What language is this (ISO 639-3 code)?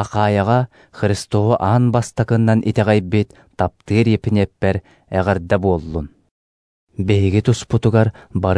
sah